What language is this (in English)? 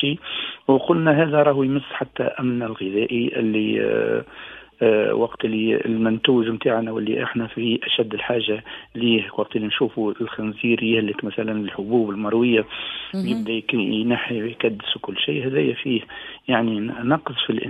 Tunisian Arabic